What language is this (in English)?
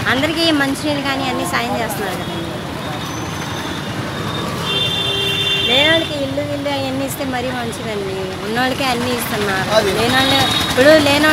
Telugu